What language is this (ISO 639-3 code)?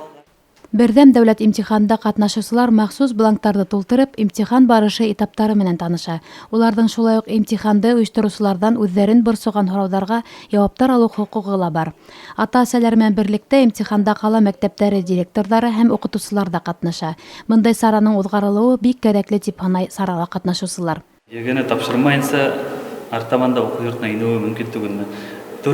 bak